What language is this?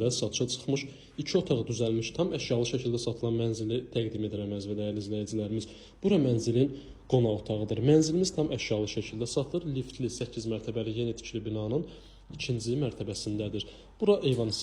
Azerbaijani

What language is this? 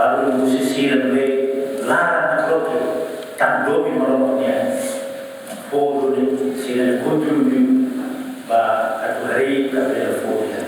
Tetum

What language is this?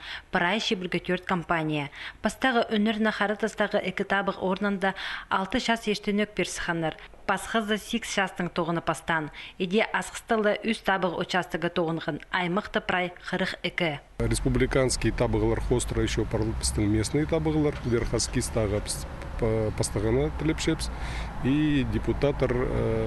Khakas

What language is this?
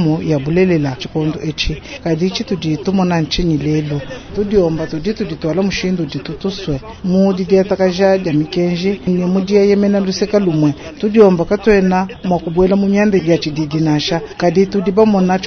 Luba-Lulua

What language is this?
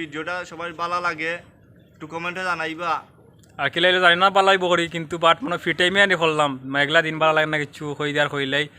Sylheti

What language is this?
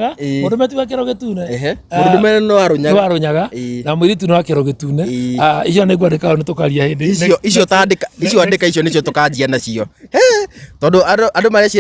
Kikuyu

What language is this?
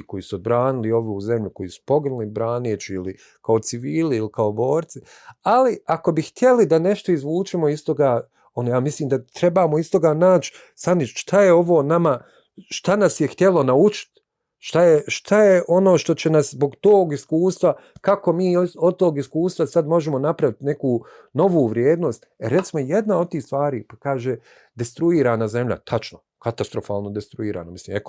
Bosnian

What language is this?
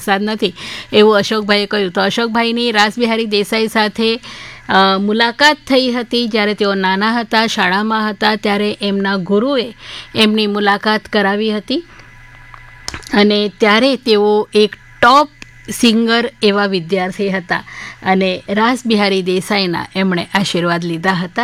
Gujarati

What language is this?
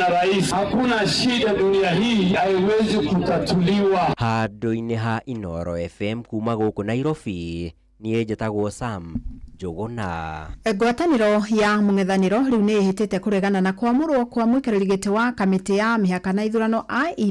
Kikuyu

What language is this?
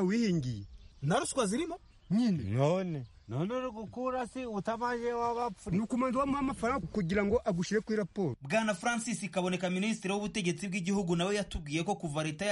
Kinyarwanda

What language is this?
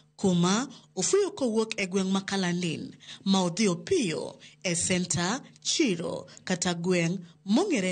Luo (Kenya and Tanzania)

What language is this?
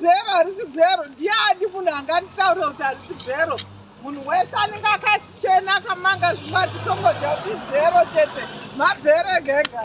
Shona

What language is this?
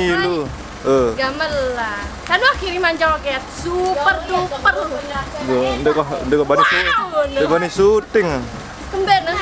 Sasak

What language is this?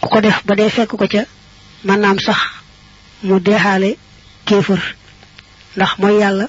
Wolof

